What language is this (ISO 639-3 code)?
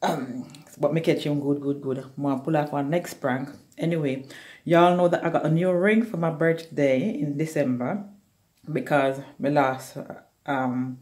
jam